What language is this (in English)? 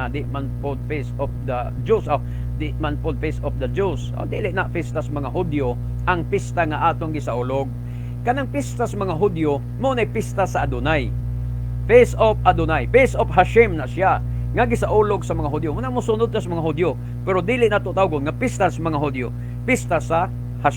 Cebuano